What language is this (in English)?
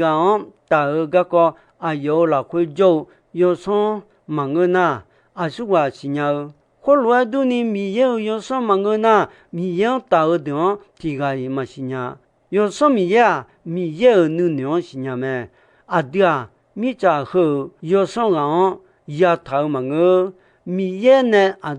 Akha